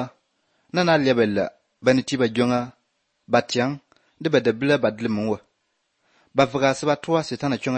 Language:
Croatian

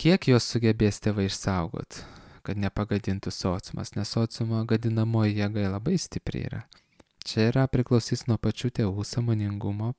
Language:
Lithuanian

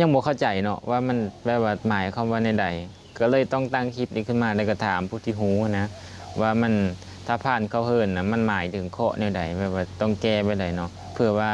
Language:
Lao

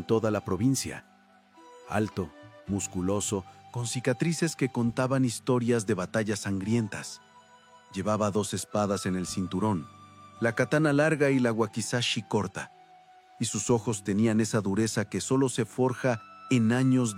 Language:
Spanish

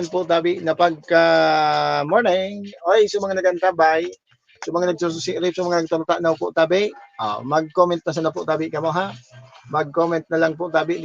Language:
Bikol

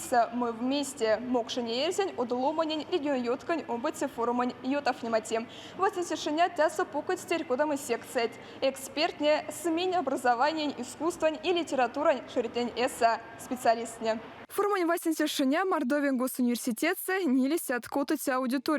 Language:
Erzya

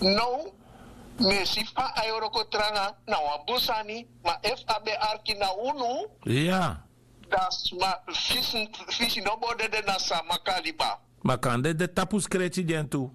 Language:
Sranan Tongo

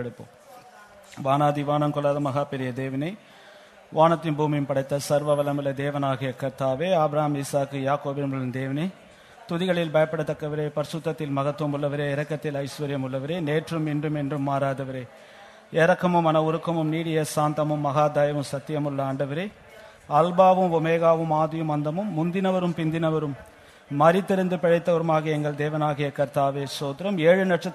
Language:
Tamil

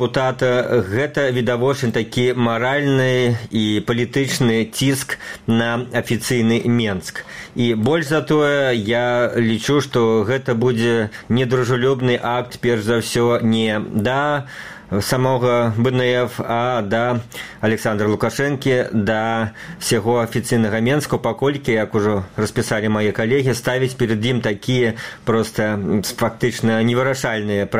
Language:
Belarusian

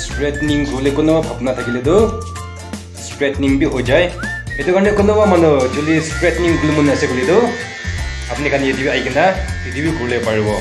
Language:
Naga Pidgin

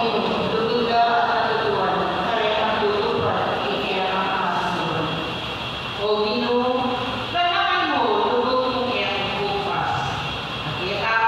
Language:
Pampanga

